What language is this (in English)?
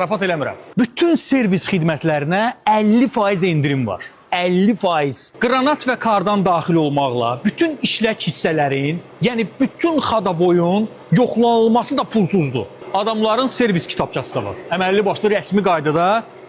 Azerbaijani